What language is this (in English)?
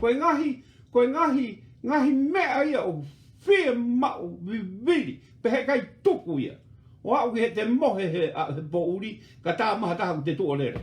Tongan